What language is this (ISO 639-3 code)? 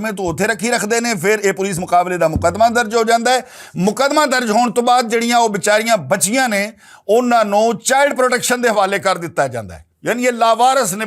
lah